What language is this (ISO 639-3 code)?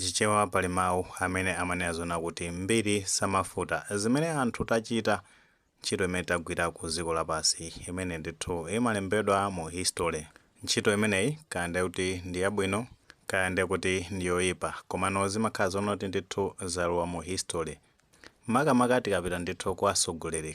nya